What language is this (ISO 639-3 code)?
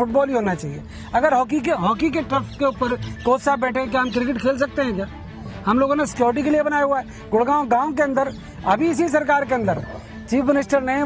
hin